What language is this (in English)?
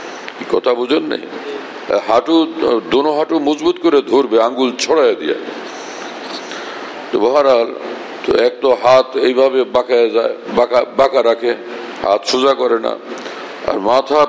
Bangla